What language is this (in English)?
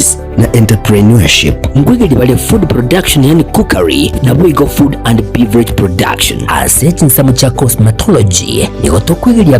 Gusii